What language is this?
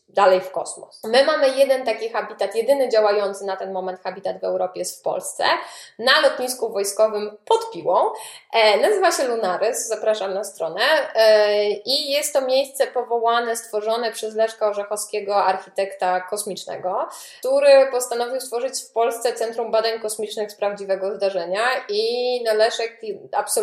Polish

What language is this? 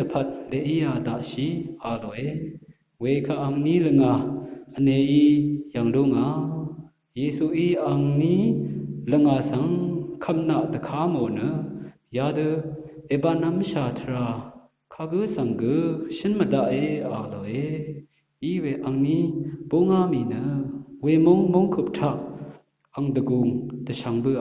Rawang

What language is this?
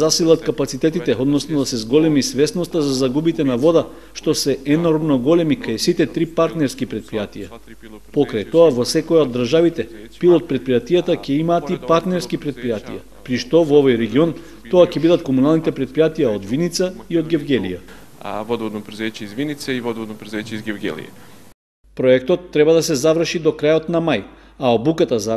Macedonian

